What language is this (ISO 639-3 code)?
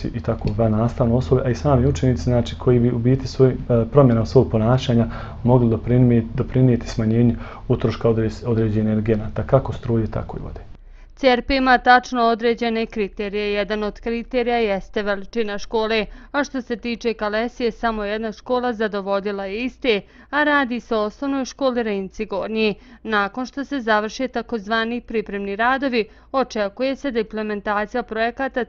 bos